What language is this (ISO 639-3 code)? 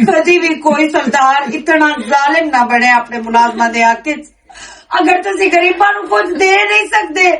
lah